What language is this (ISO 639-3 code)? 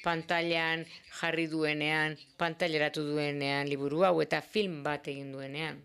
eus